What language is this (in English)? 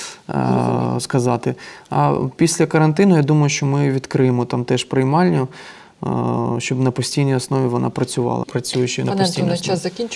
Ukrainian